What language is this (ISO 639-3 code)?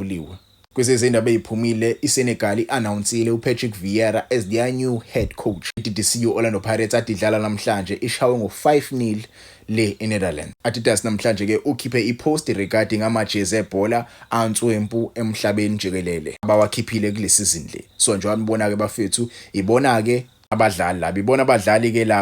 zul